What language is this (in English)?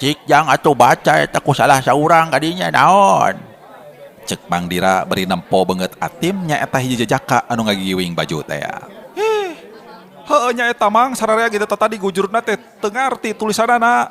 Sundanese